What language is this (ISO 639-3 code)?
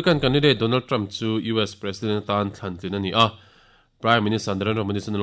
lus